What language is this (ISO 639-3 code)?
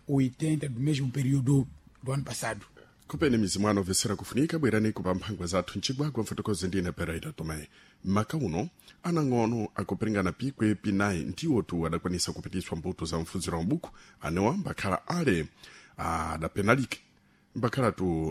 seh